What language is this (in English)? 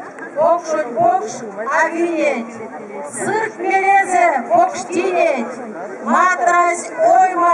Erzya